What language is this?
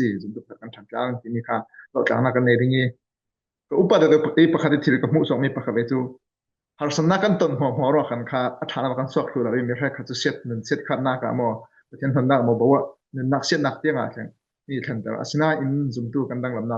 Falam Chin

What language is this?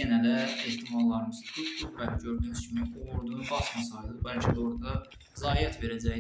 Azerbaijani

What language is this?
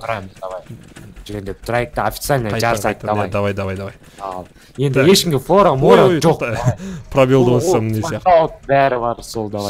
Kazakh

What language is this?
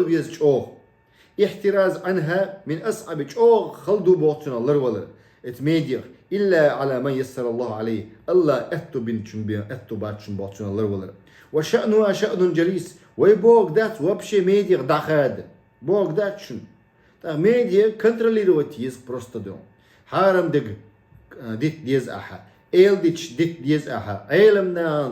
Chechen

